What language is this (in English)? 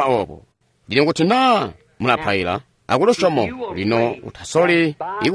Tonga (Zambia)